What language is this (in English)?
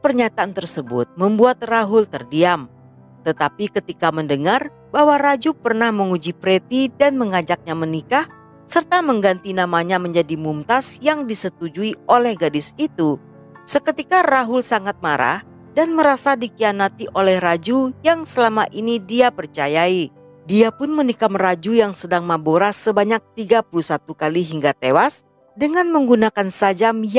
Indonesian